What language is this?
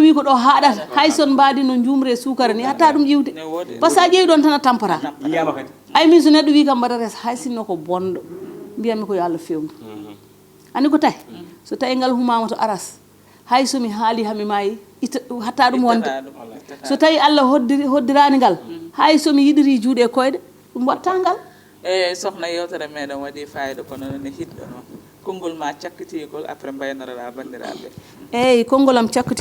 Fula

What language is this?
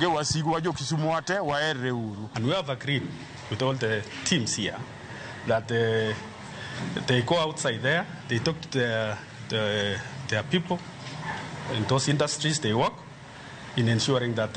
Luo (Kenya and Tanzania)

